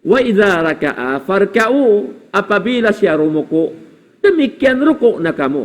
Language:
Tausug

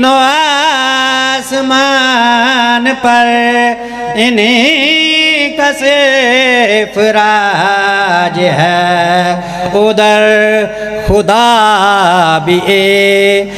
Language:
Urdu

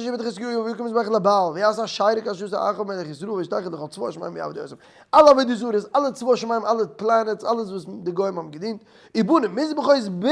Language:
Yiddish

